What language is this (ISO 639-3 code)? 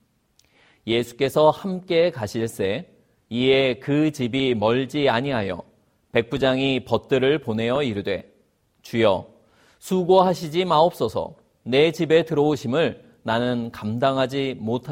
kor